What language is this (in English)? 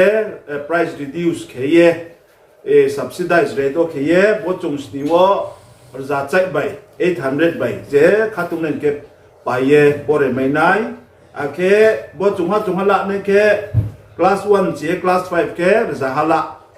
Riang (India)